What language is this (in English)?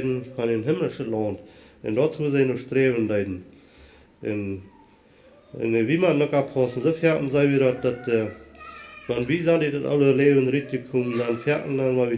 Plautdietsch